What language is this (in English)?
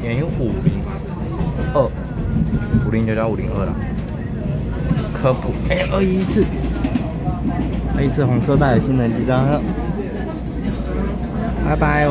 Chinese